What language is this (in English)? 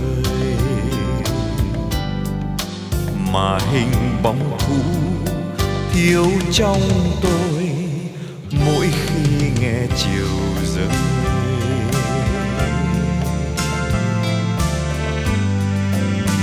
Vietnamese